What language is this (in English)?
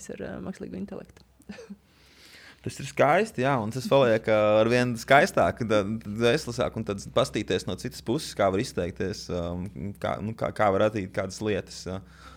Latvian